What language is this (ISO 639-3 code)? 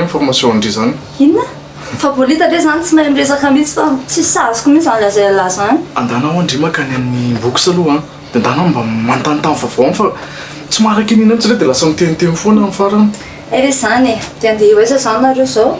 mlg